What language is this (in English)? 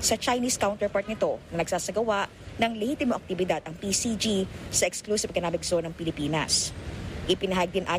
Filipino